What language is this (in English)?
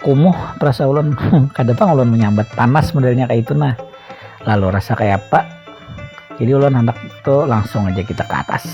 Banjar